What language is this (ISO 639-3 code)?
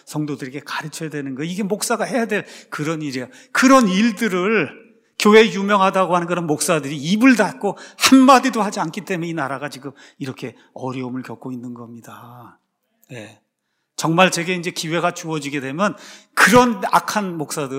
kor